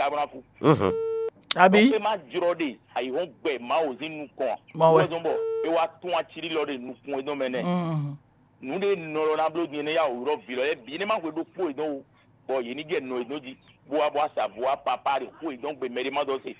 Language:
Fon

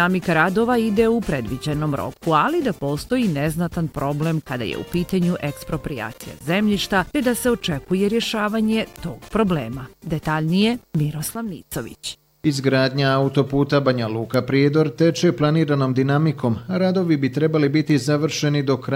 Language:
Bosnian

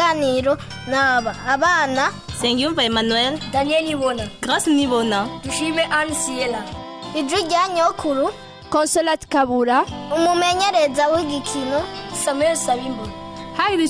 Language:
Rundi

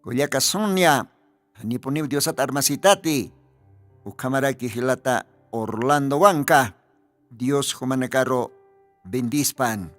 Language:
Aymara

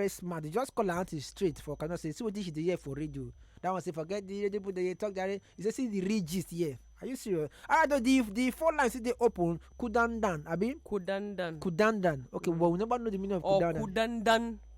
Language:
Nigerian Pidgin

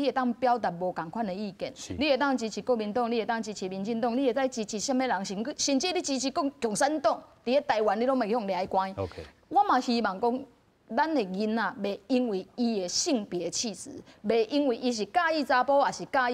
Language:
Min Nan Chinese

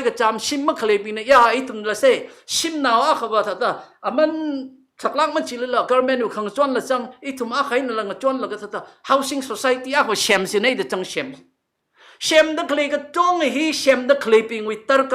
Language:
Tangkhul Naga (India)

